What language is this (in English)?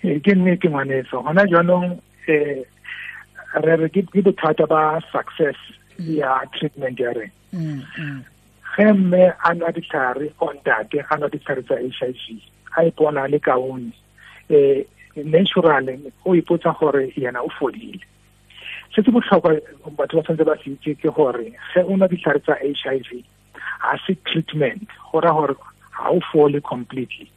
Tswana